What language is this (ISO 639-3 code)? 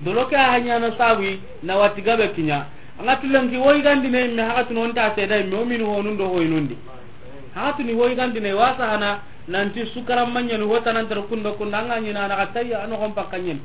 snk